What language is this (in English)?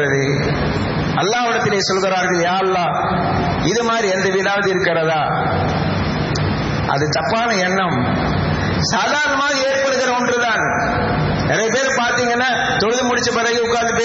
Tamil